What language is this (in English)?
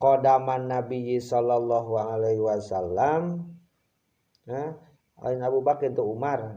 Sundanese